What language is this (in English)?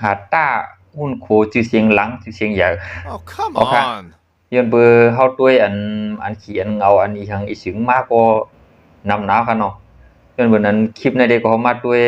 Shan